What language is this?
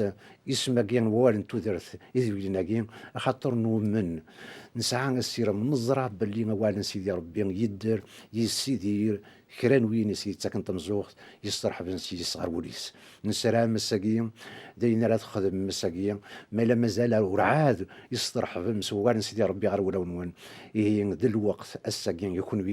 Kabyle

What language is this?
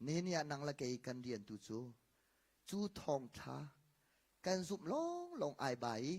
Hakha Chin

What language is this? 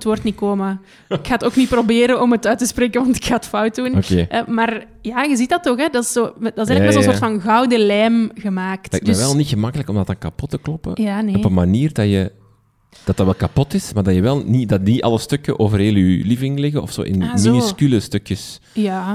Dutch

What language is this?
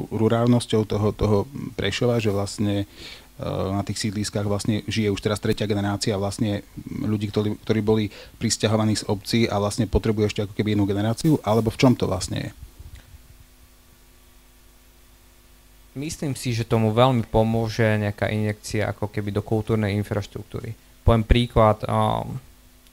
Slovak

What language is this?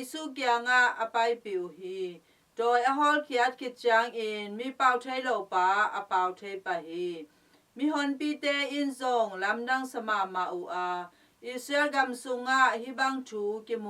Tedim Chin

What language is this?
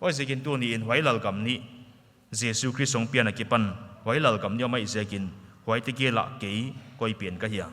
Paite Chin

